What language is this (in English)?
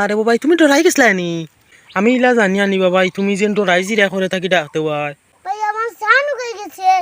Sylheti